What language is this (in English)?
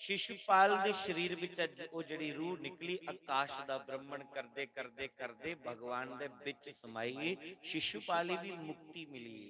Dogri